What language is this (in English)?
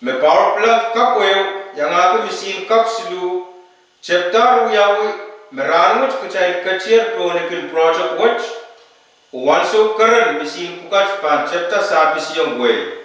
Pohnpeian